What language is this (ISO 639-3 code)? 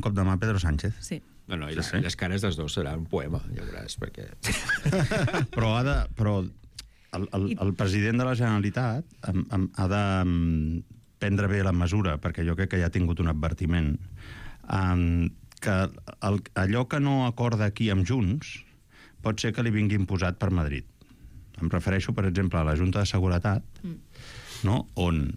cat